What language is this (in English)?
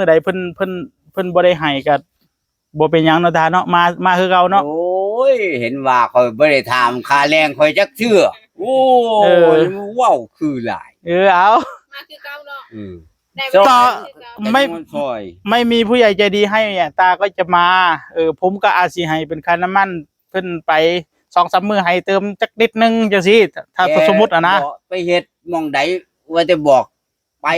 Northeastern Thai